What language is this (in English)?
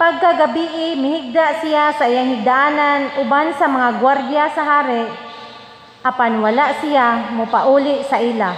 Cebuano